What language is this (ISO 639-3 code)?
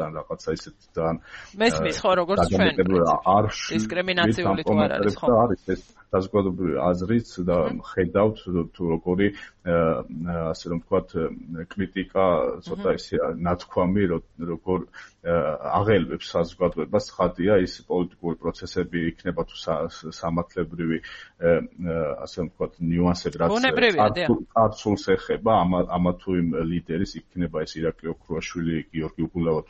kat